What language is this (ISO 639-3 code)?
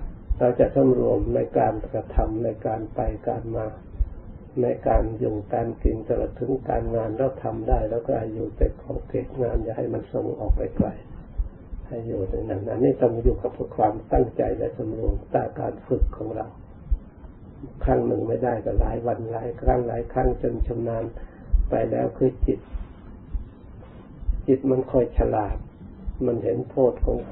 tha